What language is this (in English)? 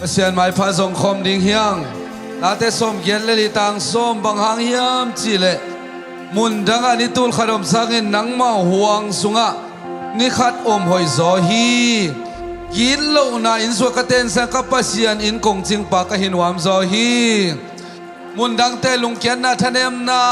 Tedim Chin